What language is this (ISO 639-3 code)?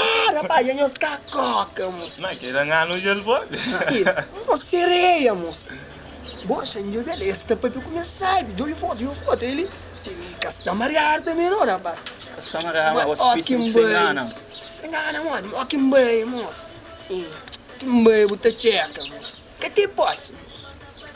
kea